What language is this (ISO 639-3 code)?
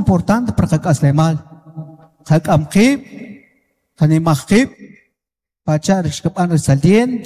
quc